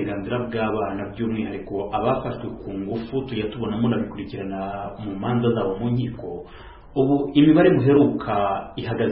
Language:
Kinyarwanda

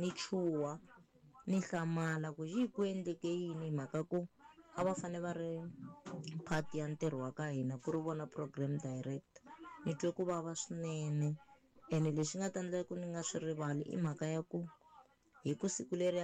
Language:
Tsonga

